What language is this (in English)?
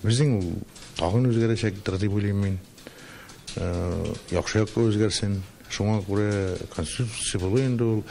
Tatar